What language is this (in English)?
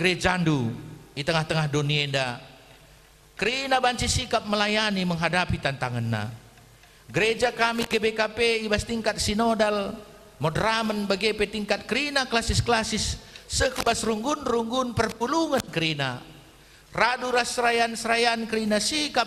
Batak Karo